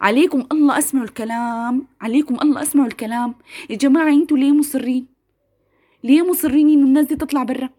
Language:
Sudanese Arabic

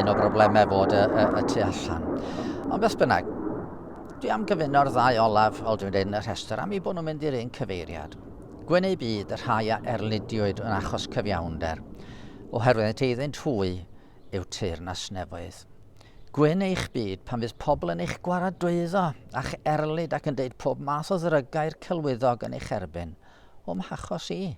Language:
Welsh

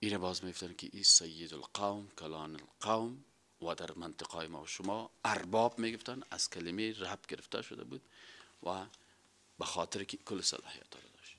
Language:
Persian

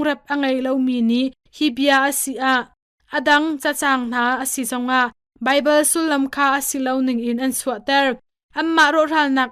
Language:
Hakha Chin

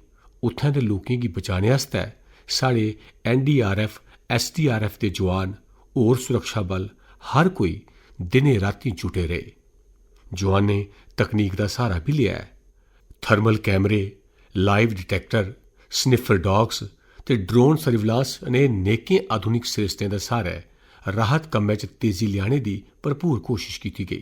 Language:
Dogri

